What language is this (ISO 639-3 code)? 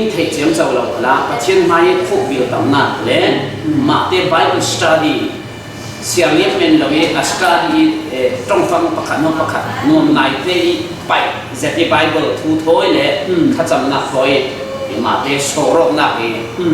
cfm